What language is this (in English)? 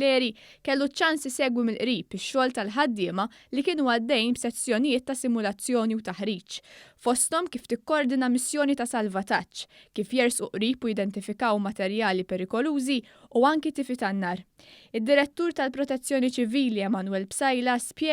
Maltese